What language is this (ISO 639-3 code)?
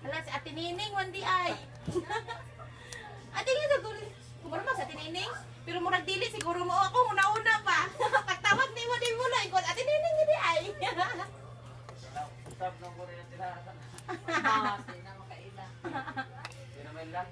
ceb